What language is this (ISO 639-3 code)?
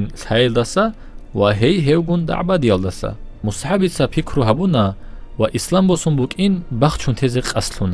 ava